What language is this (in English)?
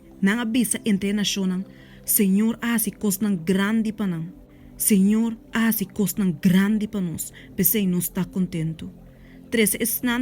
Papiamento